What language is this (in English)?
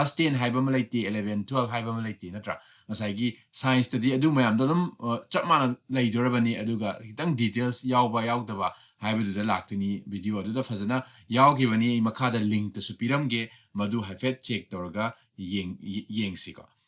Manipuri